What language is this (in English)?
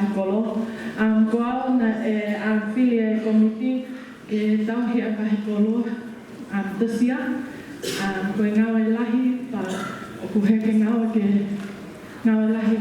Tongan